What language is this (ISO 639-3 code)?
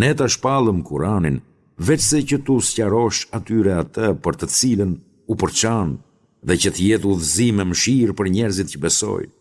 sqi